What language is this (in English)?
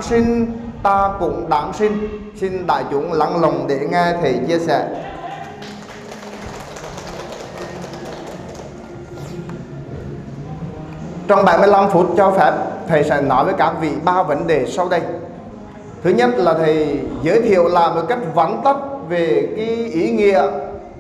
Vietnamese